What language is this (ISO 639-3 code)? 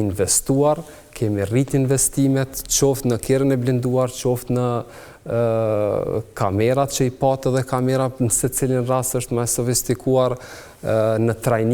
sqi